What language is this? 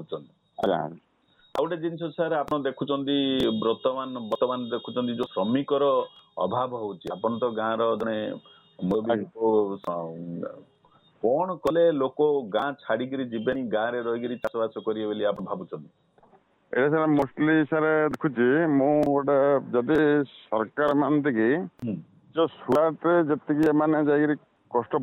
Odia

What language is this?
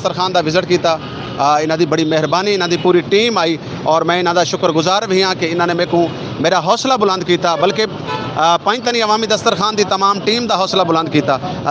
Saraiki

